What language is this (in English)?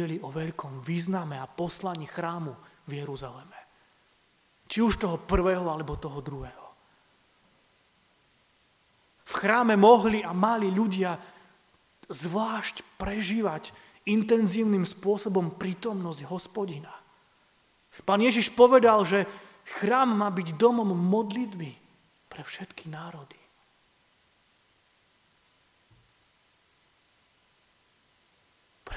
Slovak